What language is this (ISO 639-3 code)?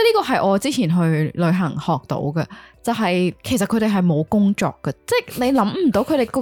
yue